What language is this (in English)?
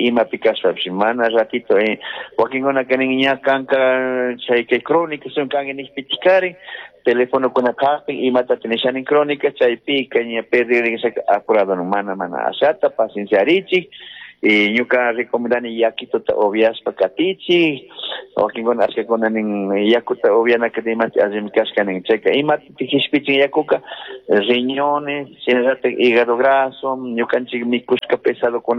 Chimborazo Highland Quichua